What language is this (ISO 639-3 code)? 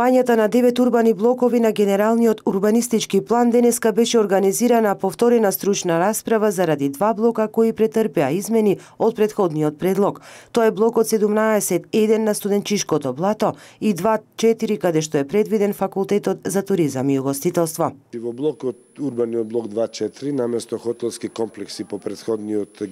mkd